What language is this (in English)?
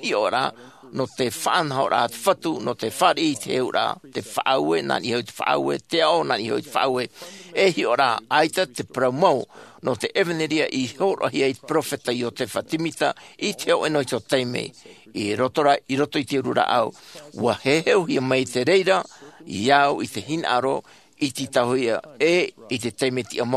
Tahitian